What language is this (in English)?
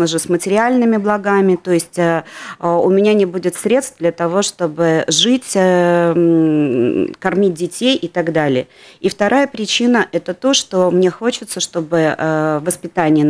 Russian